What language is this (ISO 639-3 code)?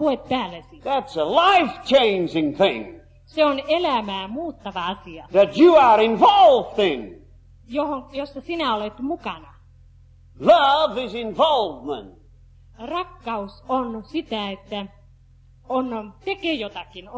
fin